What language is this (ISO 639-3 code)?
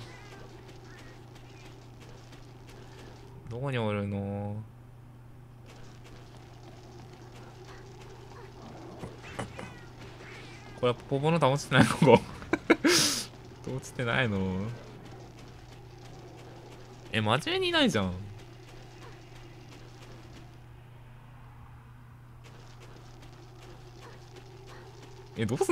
jpn